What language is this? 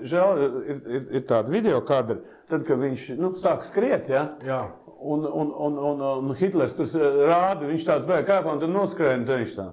Latvian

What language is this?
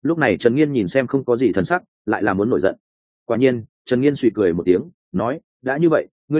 Vietnamese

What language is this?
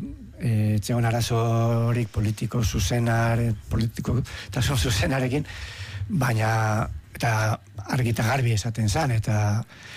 Basque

